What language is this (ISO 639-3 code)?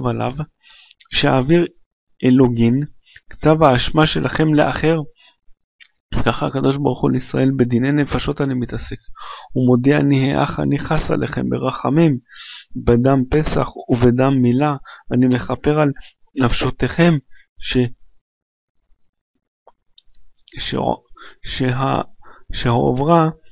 heb